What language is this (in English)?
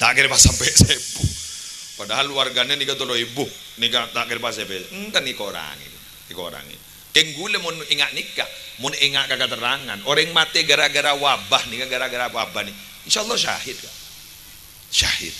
Madurese